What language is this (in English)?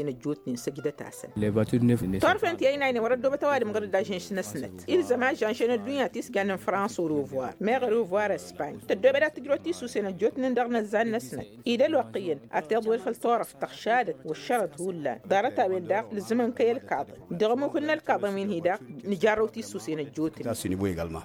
Tamasheq